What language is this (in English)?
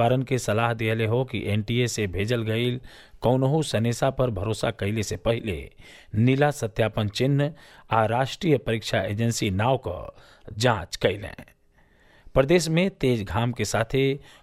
Bhojpuri